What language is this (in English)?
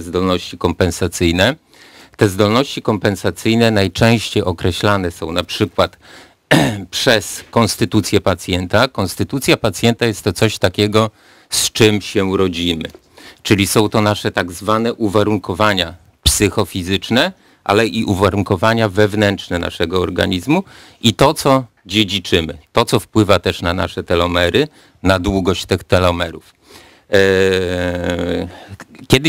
Polish